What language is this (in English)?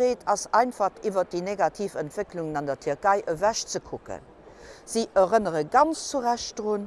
Luxembourgish